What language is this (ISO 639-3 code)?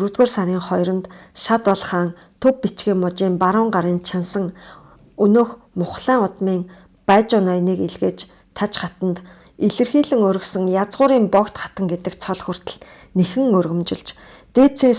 mon